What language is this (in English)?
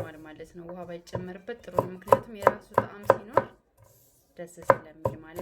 Amharic